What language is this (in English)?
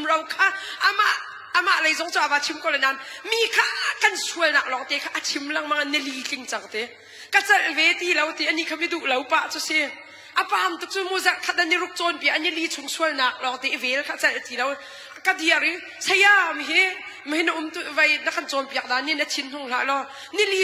Hakha Chin